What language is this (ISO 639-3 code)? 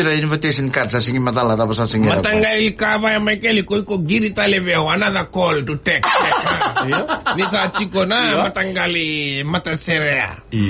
fij